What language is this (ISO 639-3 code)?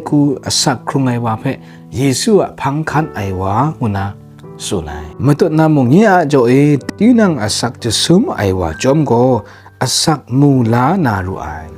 kac